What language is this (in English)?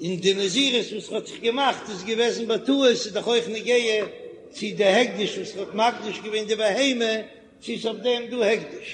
Yiddish